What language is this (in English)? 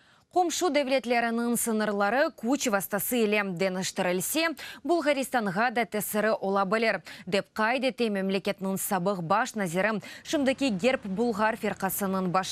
Crimean Tatar